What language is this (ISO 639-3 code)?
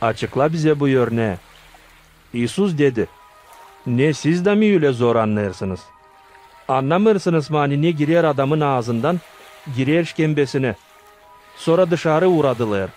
gag